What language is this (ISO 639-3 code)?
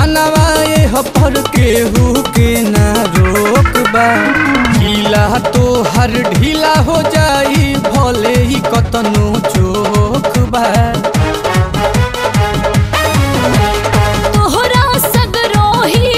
bho